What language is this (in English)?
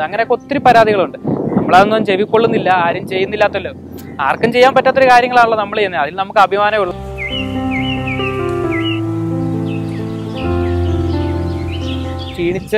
Malayalam